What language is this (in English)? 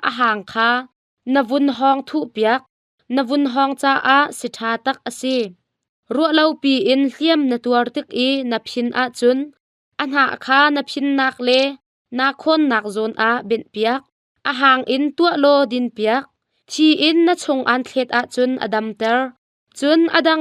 Hakha Chin